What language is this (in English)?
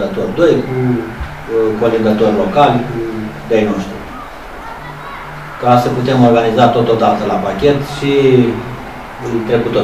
Romanian